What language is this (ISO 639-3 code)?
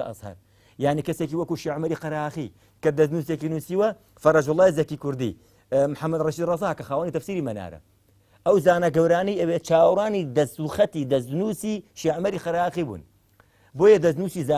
ckb